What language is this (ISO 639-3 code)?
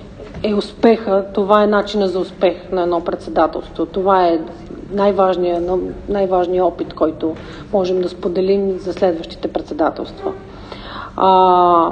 bul